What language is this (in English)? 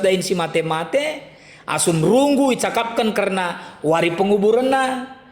Batak Karo